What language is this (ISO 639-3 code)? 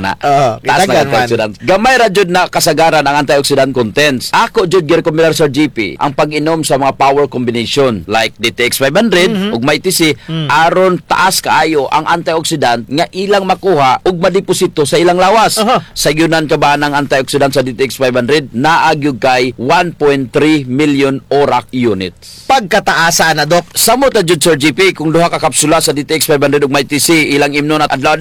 ceb